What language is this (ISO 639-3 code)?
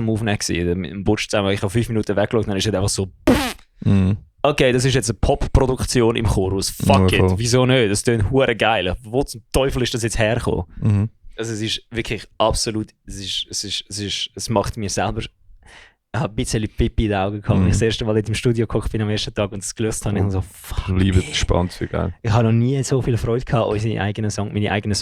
gsw